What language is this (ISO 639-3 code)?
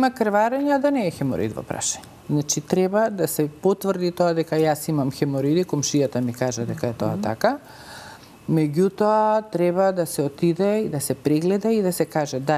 mkd